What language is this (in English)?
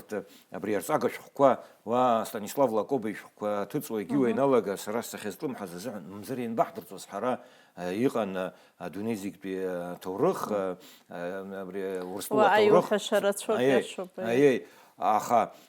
Abkhazian